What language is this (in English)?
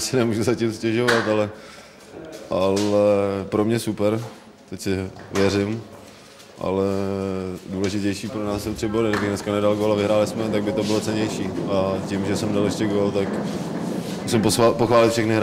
Czech